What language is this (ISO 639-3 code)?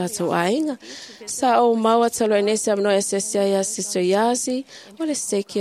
smo